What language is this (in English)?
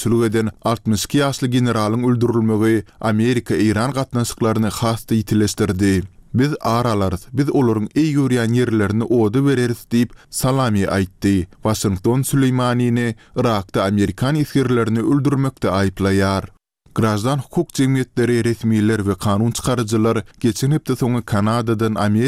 Turkmen